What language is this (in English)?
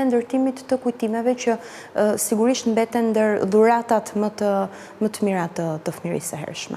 Albanian